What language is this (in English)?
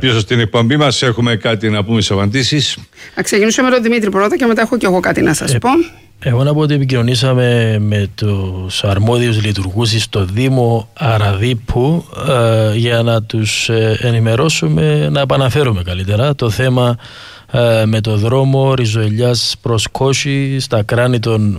Greek